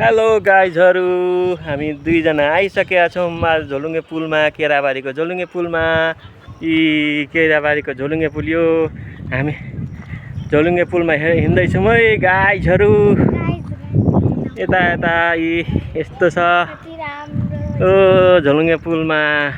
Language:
Nepali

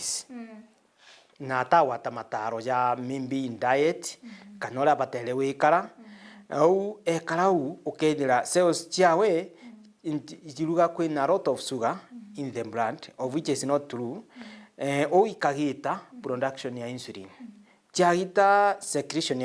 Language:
Meru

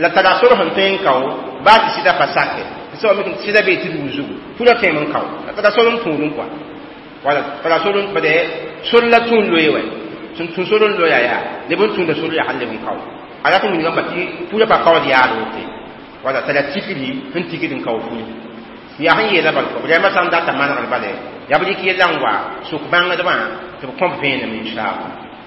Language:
Mossi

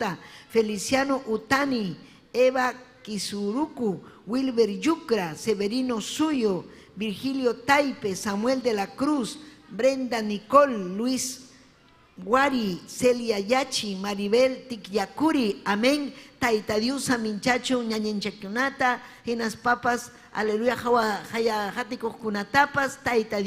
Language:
Ayacucho Quechua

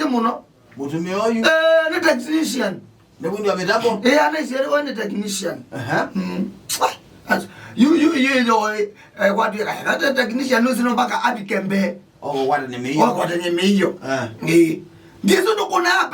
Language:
Kamba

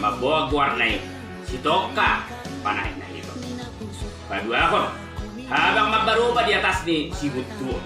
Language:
Batak Toba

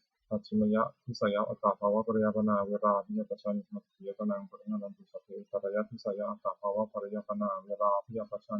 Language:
Pali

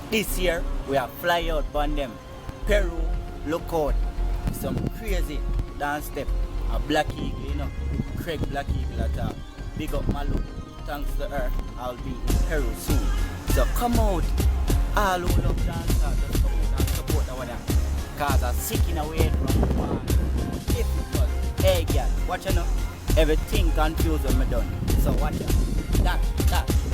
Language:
Jamaican Creole English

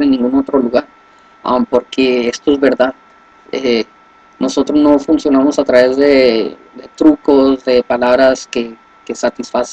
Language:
Spanish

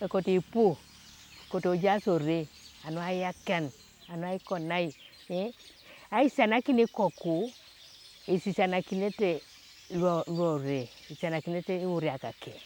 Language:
Teso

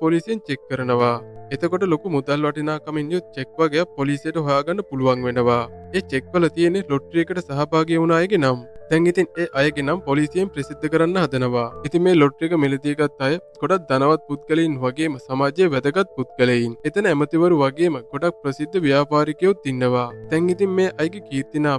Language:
Sinhala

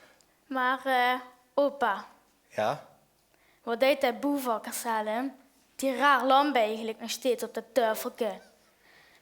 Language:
Limburgish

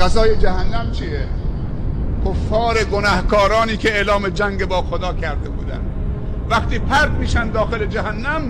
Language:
Persian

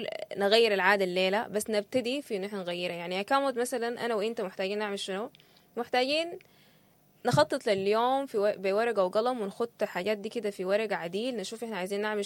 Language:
Sudanese Arabic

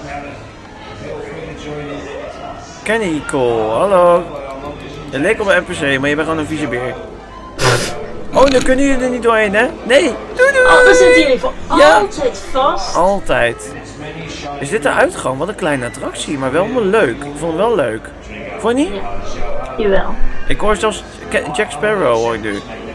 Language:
Dutch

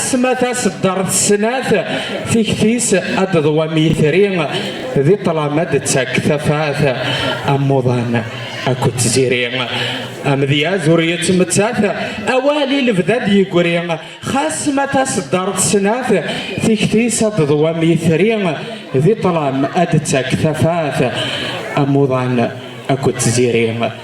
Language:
Kabyle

